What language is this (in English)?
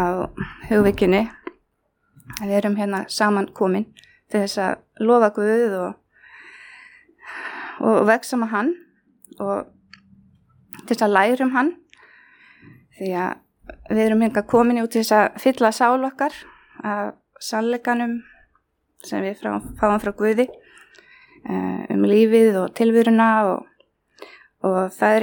Icelandic